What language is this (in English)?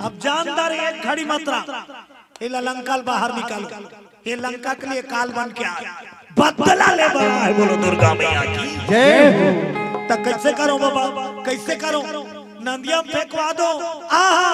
Chhattisgarhi